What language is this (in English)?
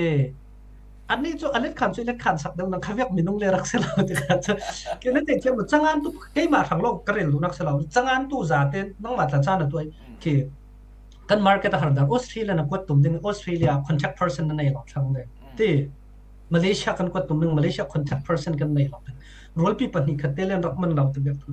Falam Chin